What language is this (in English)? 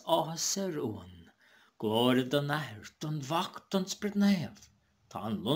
Irish